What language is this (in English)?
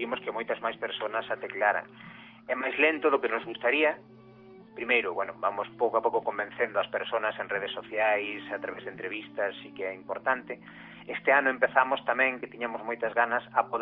Galician